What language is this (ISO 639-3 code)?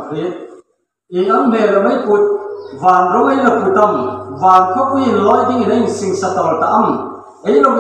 hmr